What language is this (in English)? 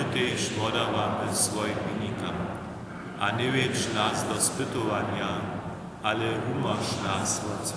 Upper Sorbian